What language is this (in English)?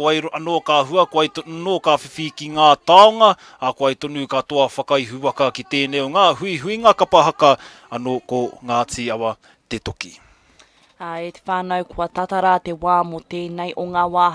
Māori